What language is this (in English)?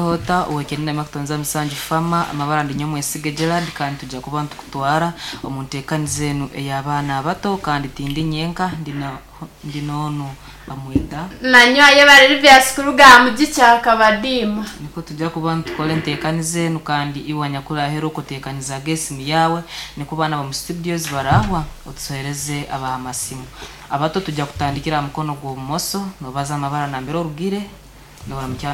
Nyankole